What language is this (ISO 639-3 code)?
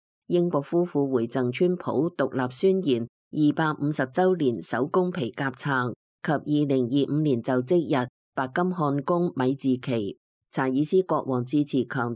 yue